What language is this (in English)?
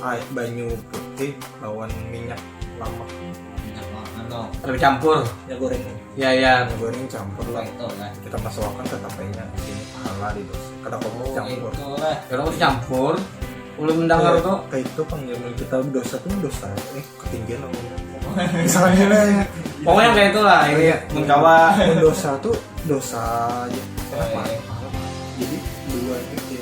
Banjar